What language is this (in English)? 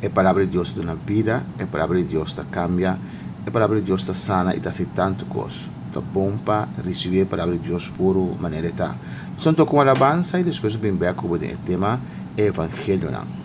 Papiamento